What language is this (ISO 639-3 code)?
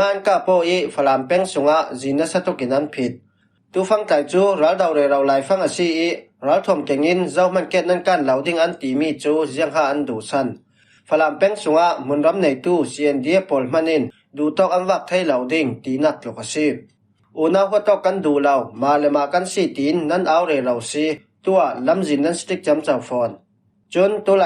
cfm